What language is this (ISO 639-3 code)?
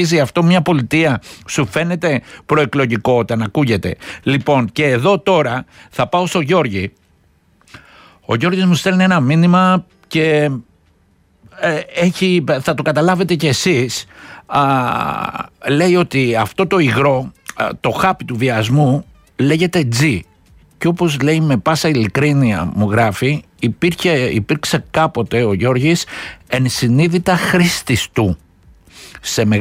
ell